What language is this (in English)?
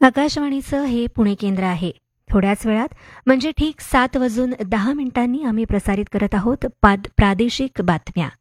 Marathi